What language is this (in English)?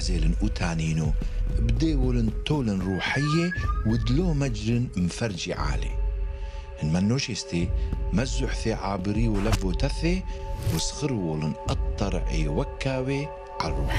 Turoyo